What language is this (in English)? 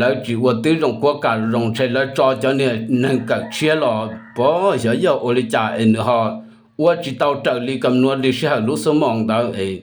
Hmong